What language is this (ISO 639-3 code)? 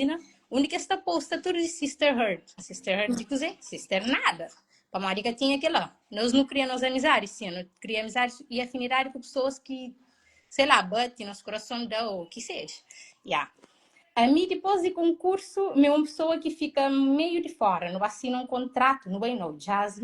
kea